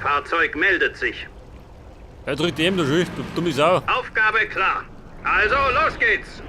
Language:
Bavarian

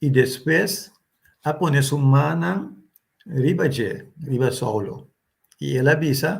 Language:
Papiamento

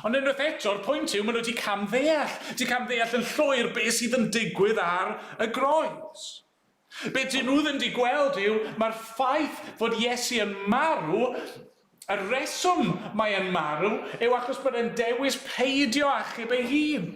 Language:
Welsh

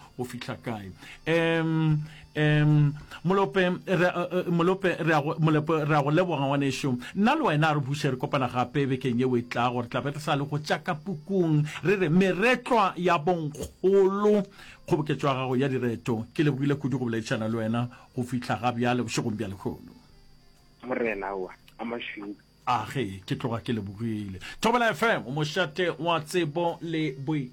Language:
Northern Sotho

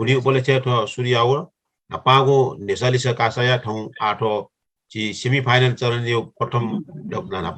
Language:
Newari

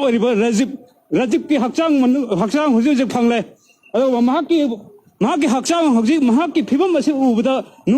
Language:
Manipuri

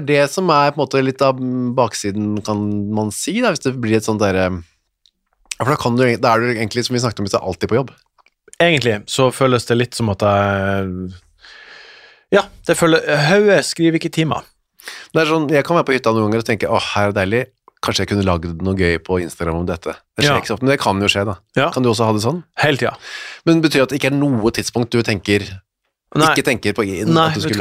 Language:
Norwegian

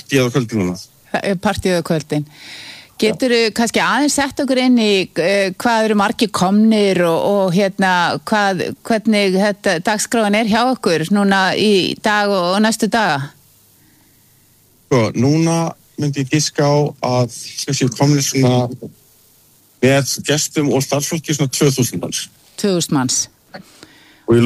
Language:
Icelandic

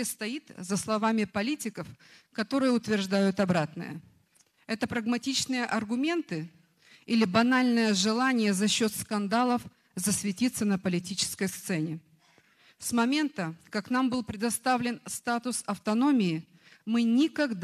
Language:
Gagauz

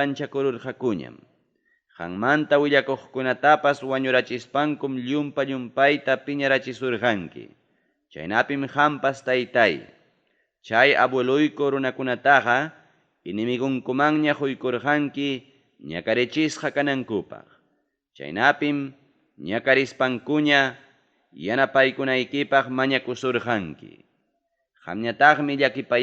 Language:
Ayacucho Quechua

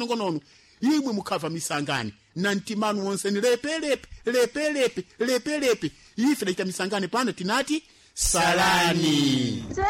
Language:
Sena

